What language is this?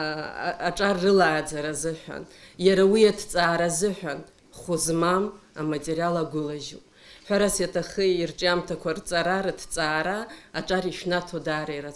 Abkhazian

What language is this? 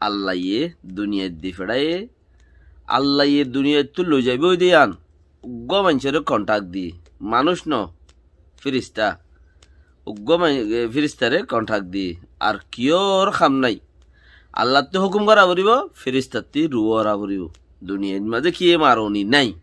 Rohingya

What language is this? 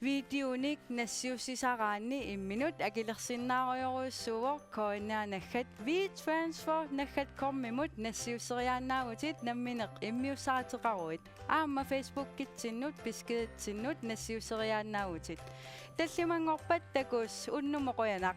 Kalaallisut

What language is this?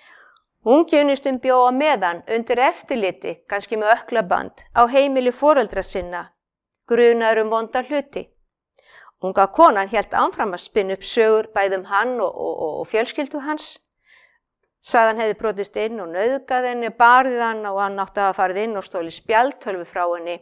Icelandic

